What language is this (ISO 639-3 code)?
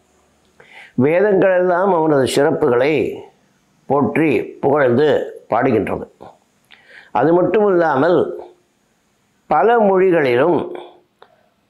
tam